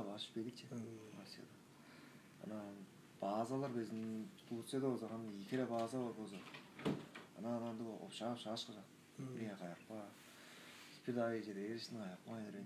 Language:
Tuvinian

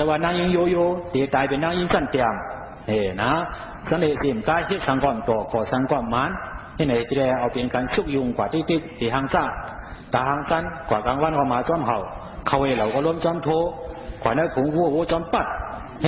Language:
Shan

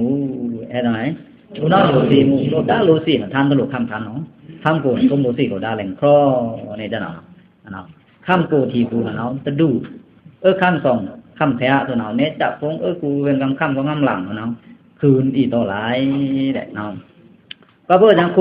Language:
Pa'o Karen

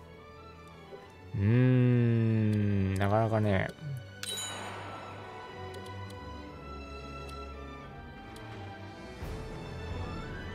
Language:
Japanese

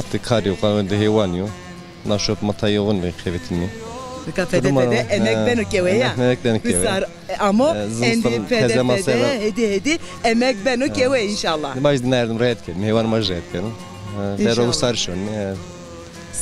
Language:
Zaza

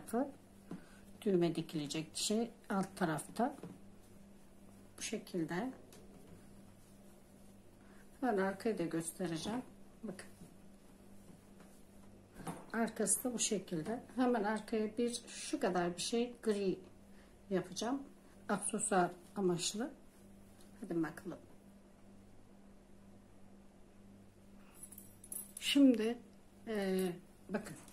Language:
Turkish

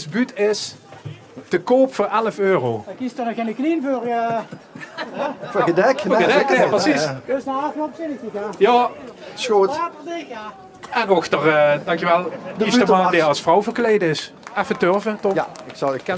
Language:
Limburgish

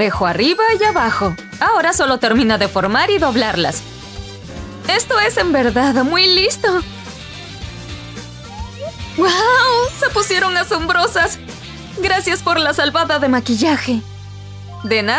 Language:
Spanish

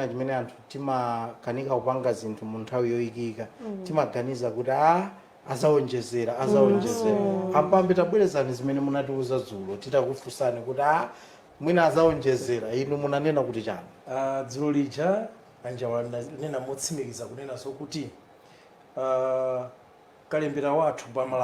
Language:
Nyanja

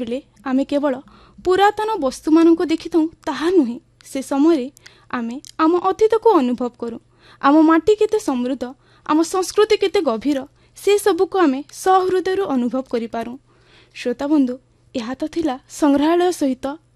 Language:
Odia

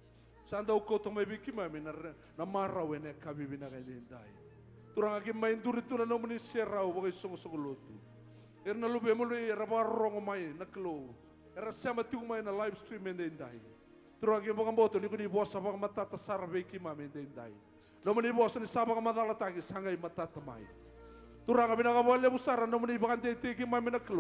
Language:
Fijian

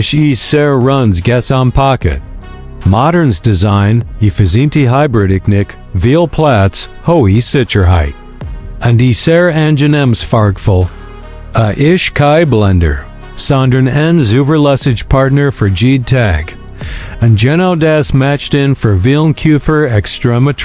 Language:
Swiss German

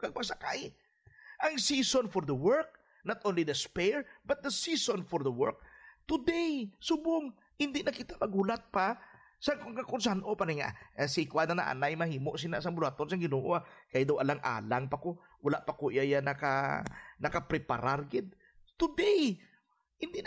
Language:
Hiligaynon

